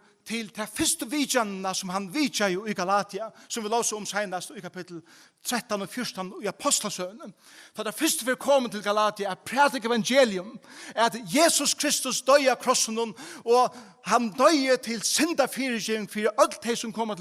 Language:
Faroese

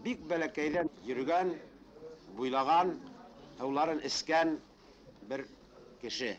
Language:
Bashkir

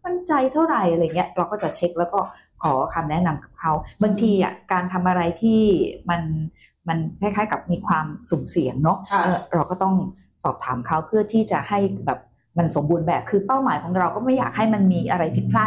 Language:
Thai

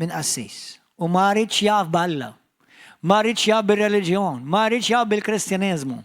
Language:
Maltese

